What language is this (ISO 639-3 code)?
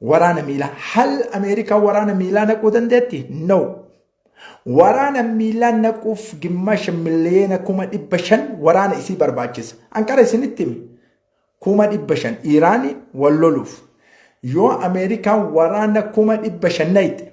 orm